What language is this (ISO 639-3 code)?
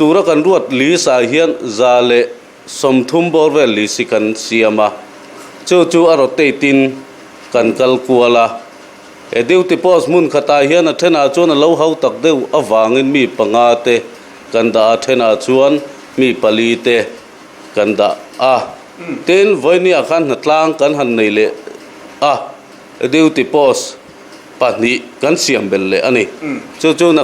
lus